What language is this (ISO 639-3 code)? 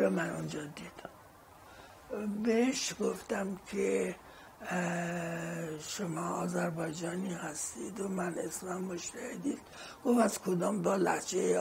fas